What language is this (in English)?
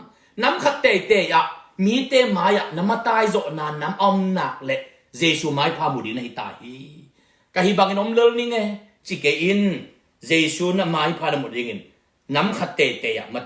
Tedim Chin